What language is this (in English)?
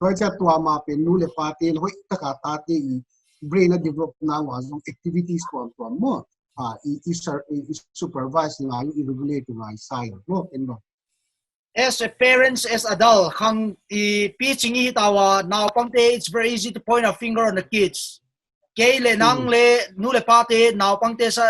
Paite Chin